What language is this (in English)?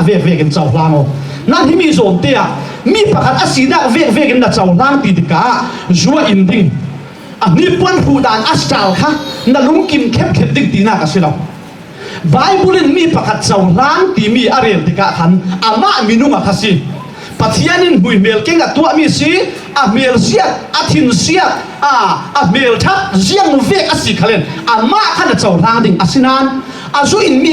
Falam Chin